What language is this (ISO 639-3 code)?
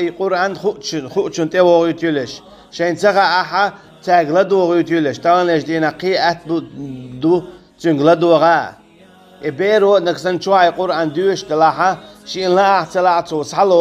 che